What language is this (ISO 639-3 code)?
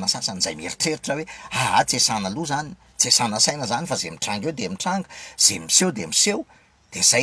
mlg